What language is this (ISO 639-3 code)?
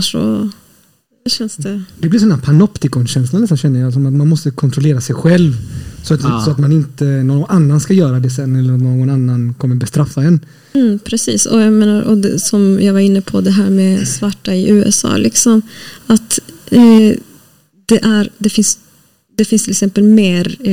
swe